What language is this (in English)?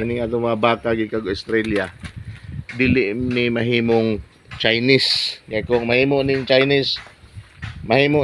Cebuano